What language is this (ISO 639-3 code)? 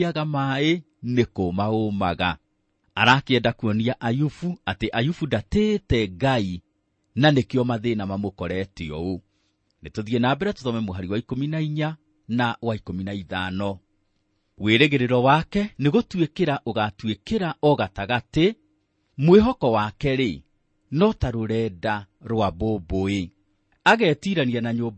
kik